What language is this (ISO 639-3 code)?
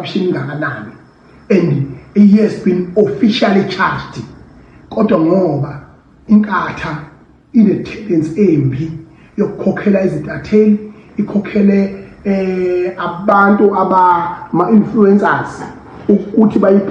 zul